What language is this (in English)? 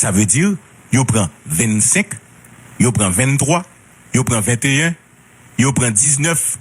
Haitian Creole